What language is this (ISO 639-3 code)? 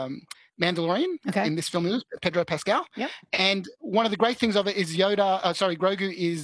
eng